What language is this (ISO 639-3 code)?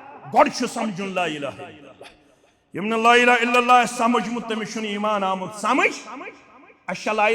kas